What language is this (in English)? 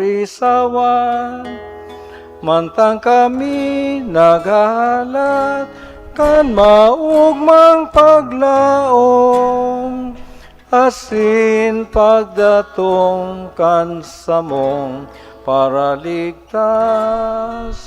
Bikol